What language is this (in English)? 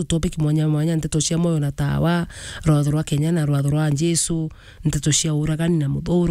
Meru